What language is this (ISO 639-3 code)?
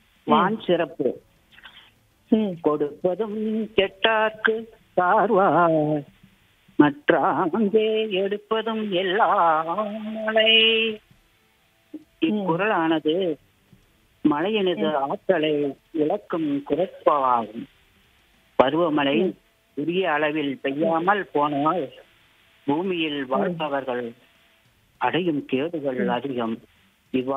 tam